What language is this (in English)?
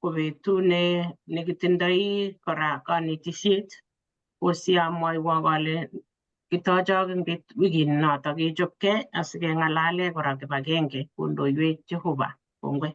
Kalenjin